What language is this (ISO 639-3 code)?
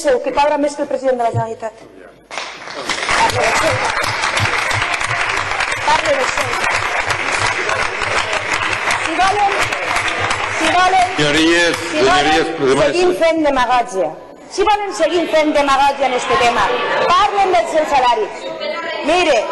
cat